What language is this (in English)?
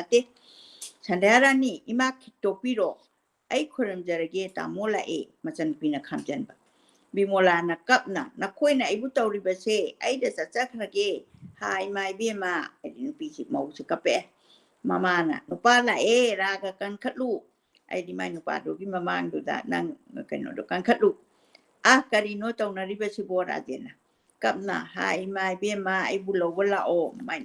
Manipuri